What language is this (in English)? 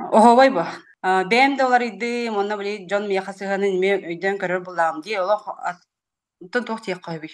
Yakut